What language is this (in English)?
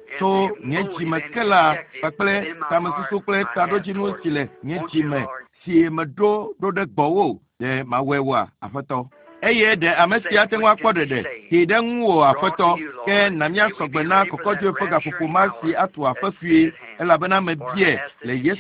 Ewe